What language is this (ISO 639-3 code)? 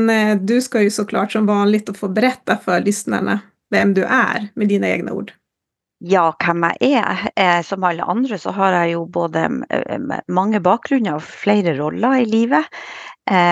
nor